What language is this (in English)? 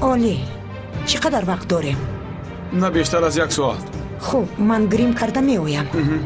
Tajik